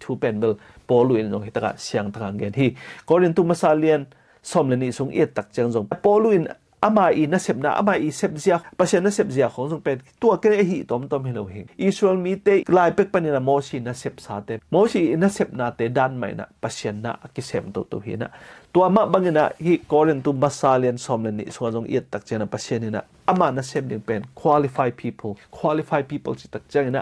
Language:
Tedim Chin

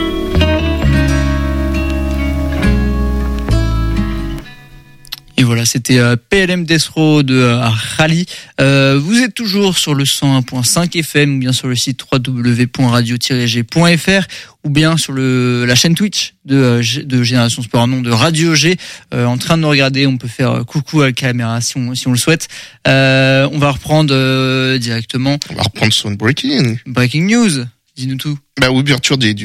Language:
French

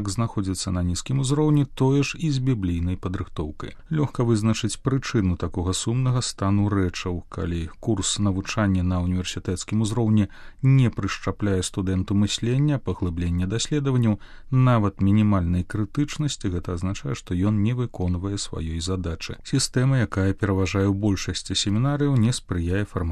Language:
Belarusian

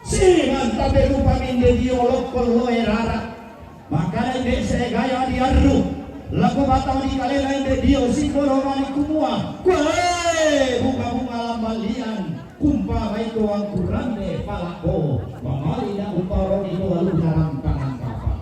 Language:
Toraja-Sa'dan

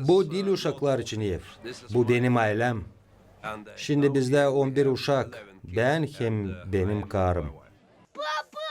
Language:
Gagauz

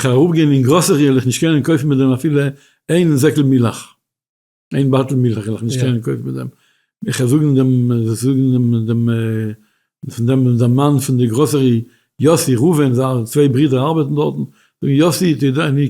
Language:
Yiddish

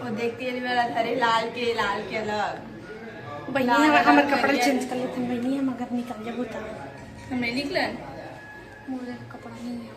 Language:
Chhattisgarhi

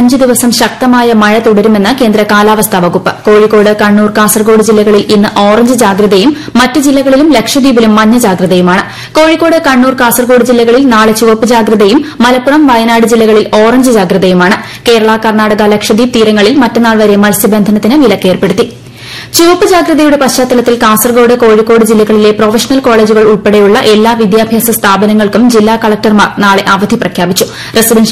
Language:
Malayalam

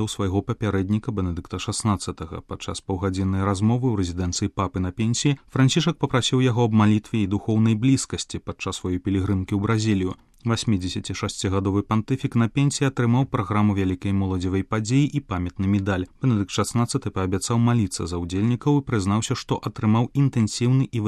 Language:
Belarusian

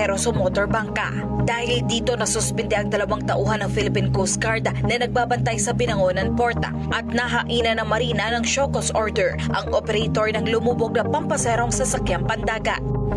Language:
Filipino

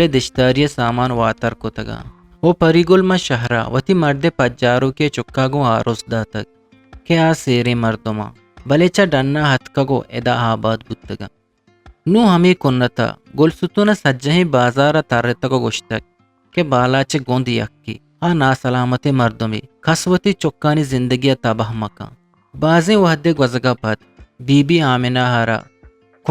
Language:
Eastern Balochi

